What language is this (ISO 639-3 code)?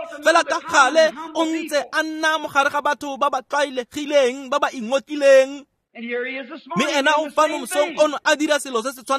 tsn